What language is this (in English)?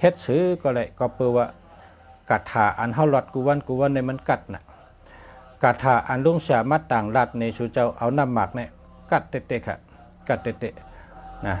Shan